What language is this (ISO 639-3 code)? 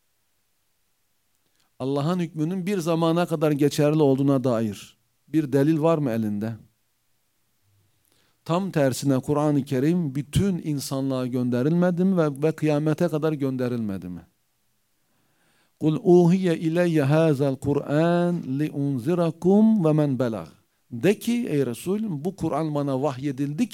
tur